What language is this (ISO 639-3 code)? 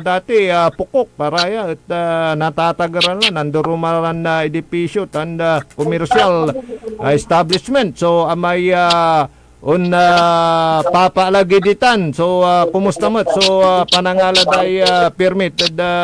pag